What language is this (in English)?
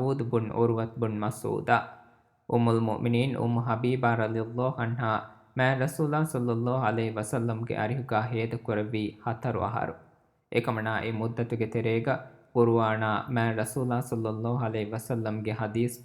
Divehi